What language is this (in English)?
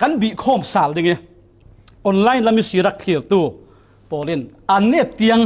Falam Chin